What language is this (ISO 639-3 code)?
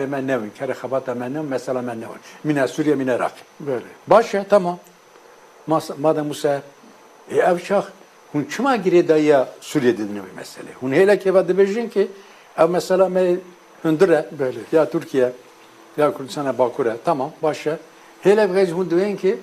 kur